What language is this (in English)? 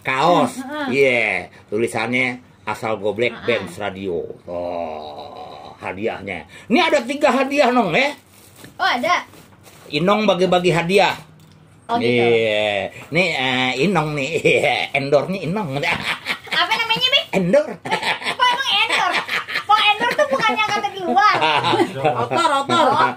Betawi